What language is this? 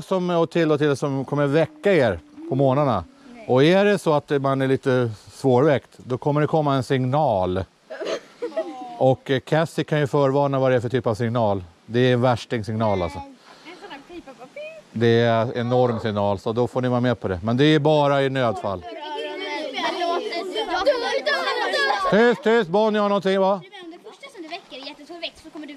Swedish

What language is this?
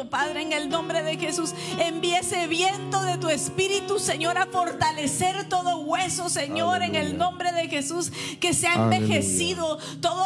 Spanish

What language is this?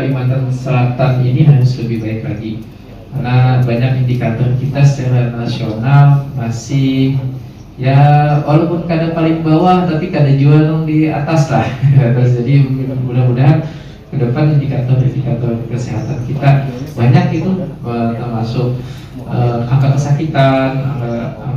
Banjar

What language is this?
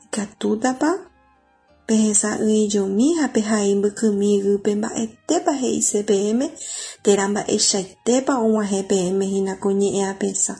Guarani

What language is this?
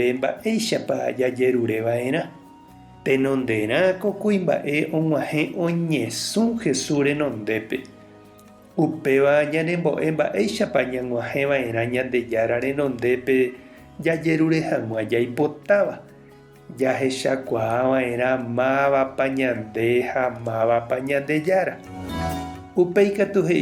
Guarani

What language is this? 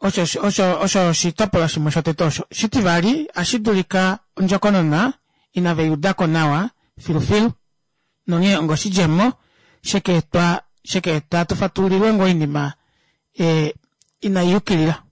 Kuanyama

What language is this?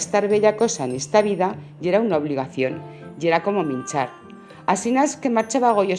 Aragonese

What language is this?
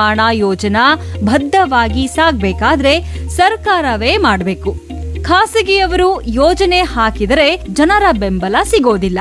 Kannada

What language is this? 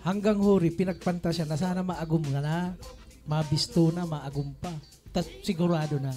Bikol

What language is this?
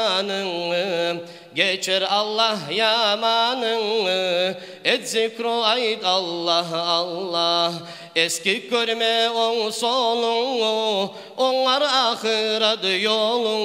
Kumyk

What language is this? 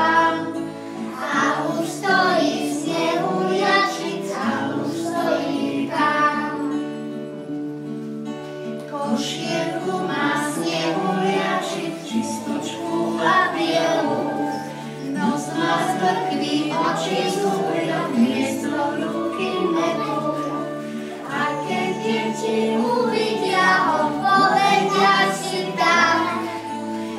Slovak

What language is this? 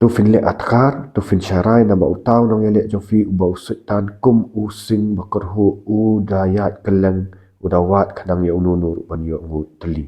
Khasi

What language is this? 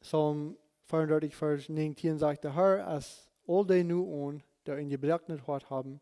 Plautdietsch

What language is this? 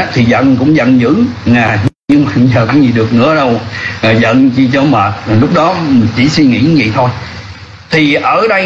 Vietnamese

